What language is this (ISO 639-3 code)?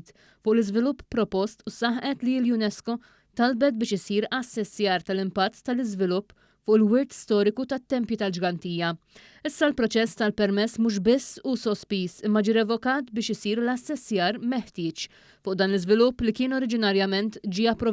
mlt